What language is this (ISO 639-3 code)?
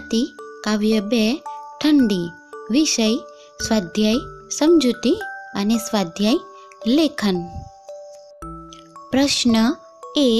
guj